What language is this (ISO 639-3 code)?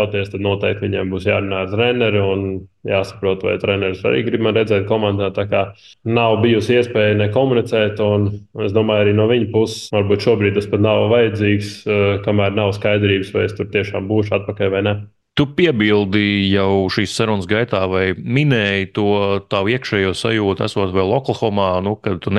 lav